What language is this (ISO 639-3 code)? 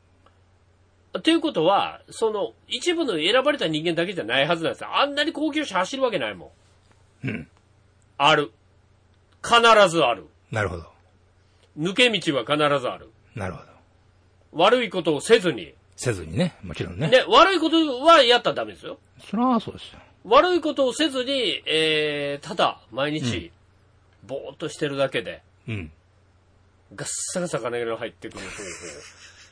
jpn